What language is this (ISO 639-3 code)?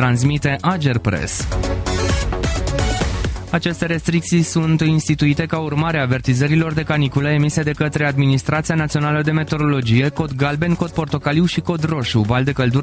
ron